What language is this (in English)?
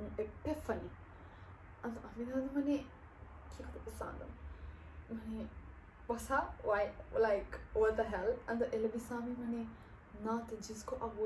Papiamento